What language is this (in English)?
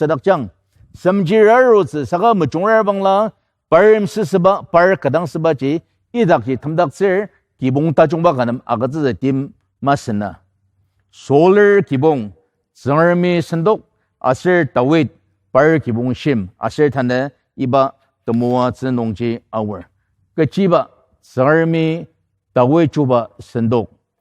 Ao Naga